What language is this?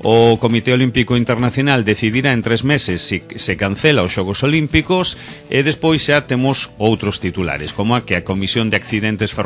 Galician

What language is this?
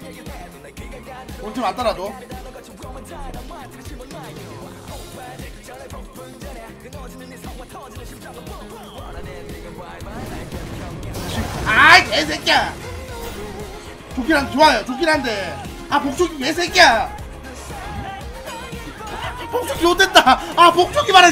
Korean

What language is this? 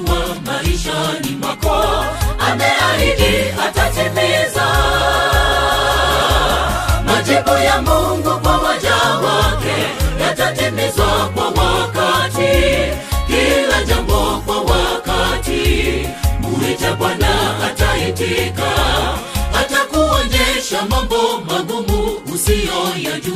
Swahili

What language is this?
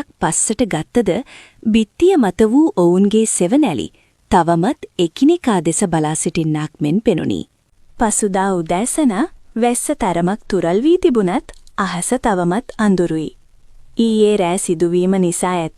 Sinhala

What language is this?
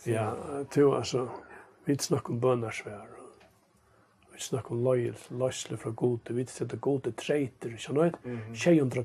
Faroese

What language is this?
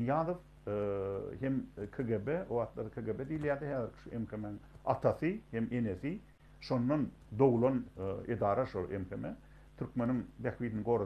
Turkmen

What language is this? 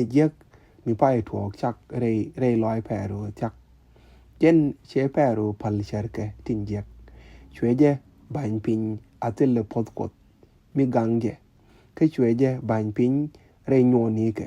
Nuer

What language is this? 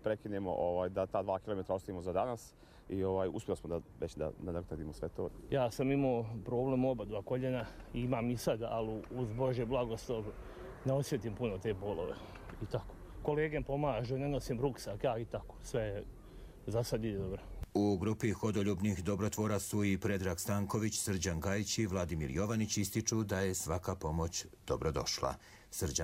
Croatian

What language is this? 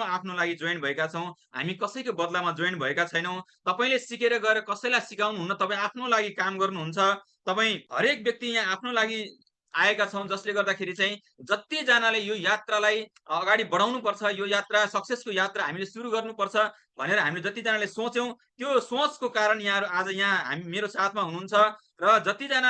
Nepali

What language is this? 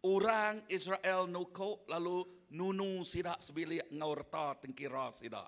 Iban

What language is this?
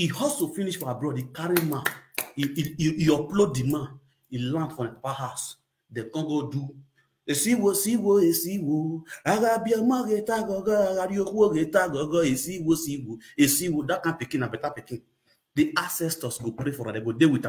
Nigerian Pidgin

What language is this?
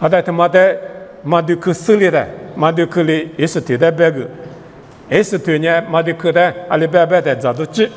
Lisu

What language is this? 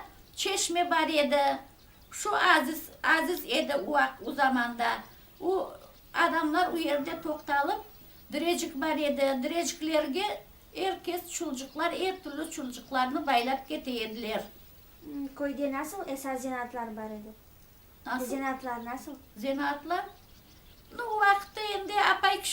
Crimean Tatar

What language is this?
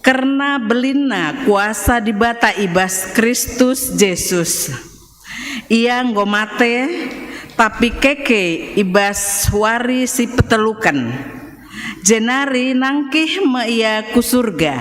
Batak Karo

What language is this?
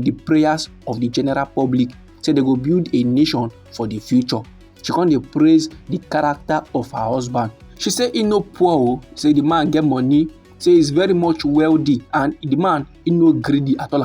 Nigerian Pidgin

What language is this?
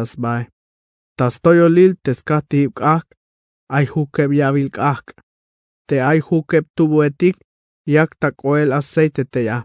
Tzeltal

